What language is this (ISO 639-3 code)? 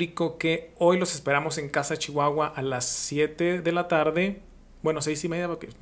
spa